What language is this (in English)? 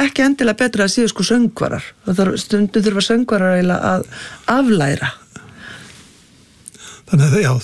Icelandic